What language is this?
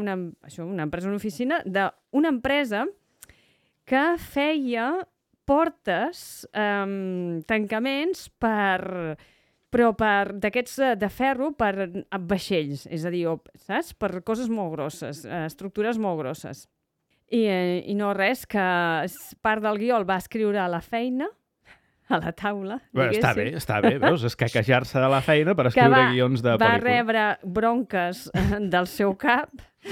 Catalan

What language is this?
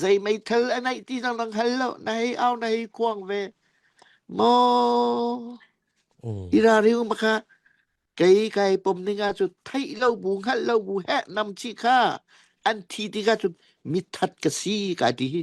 Falam Chin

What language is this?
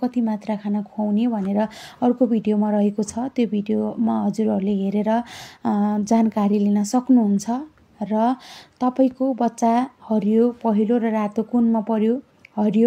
Nepali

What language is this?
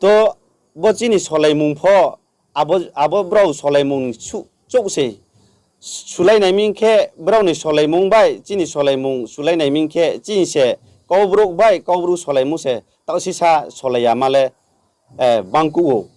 Riang (India)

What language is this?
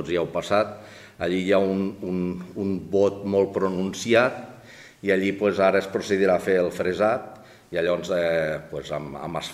Catalan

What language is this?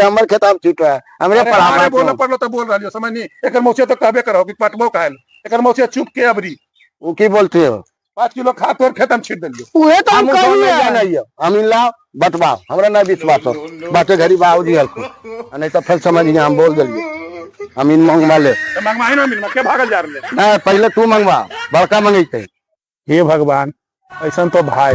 Magahi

